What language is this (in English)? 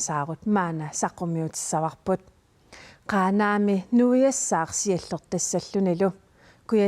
Kalaallisut